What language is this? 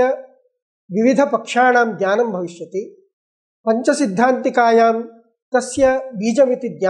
Sanskrit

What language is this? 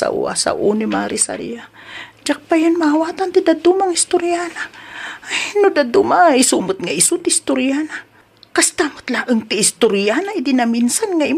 Iloko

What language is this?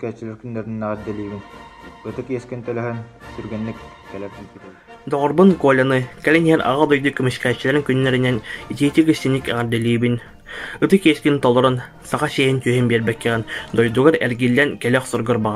Yakut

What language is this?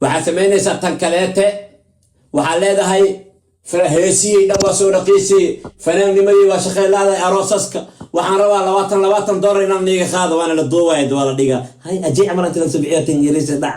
Somali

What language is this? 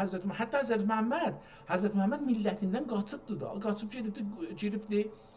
South Azerbaijani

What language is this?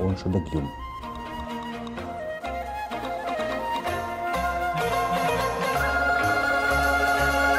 Buriat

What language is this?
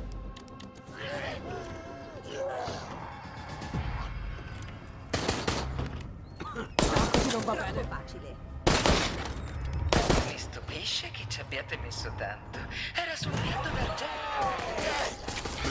Italian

